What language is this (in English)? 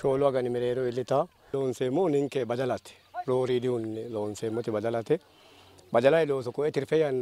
Sidamo